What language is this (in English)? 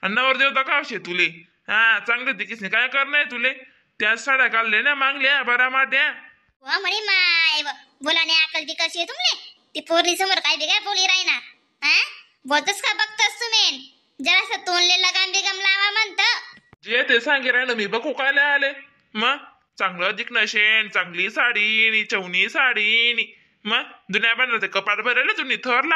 Khandesi